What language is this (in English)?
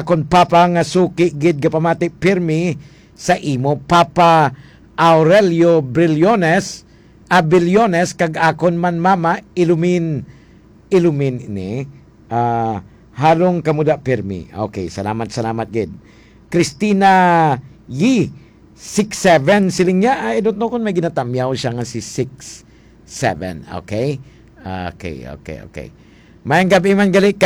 Hiligaynon